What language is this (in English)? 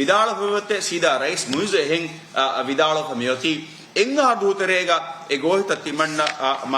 Divehi